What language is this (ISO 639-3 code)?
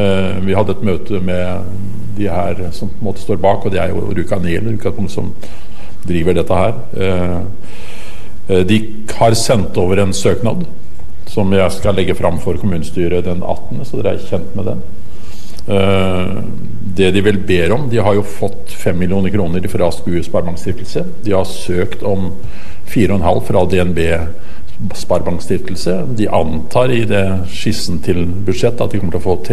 nor